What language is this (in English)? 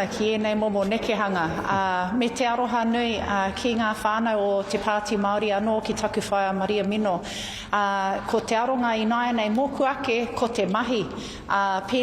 Māori